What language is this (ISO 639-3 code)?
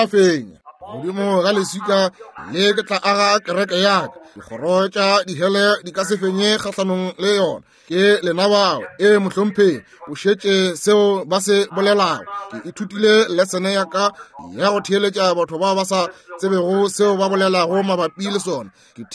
nso